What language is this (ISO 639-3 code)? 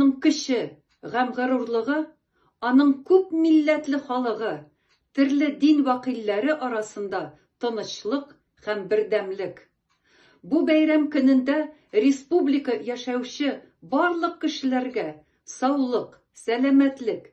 tat